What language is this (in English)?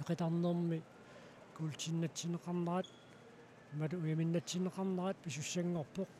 Kalaallisut